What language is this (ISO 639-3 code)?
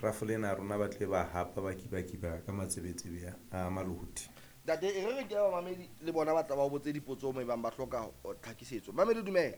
sot